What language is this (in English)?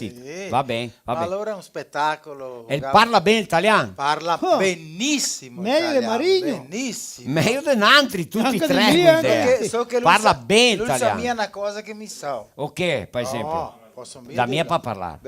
Venetian